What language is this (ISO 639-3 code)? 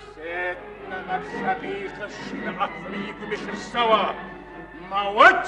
kbd